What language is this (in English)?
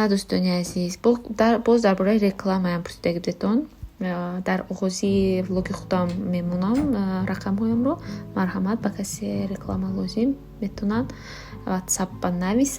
Tajik